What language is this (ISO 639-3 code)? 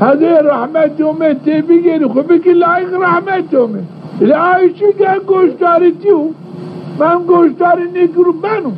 zza